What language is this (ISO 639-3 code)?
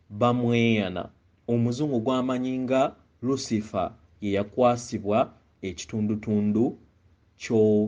lug